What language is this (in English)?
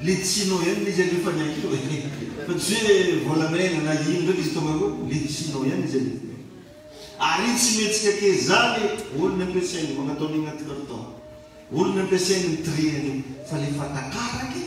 Malagasy